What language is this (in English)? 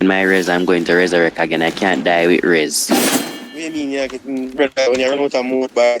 Jamaican Creole English